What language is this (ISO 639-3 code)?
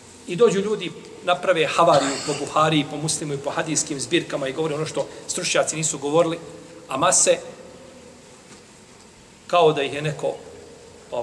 bos